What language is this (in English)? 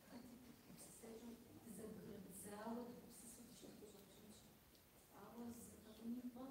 Kabardian